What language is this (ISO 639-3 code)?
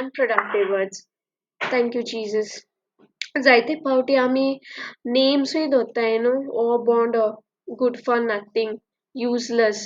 kok